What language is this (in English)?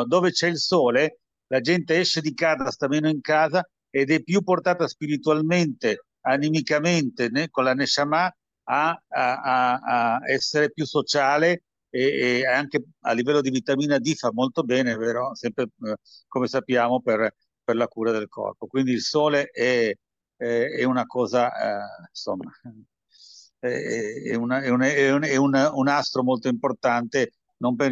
Italian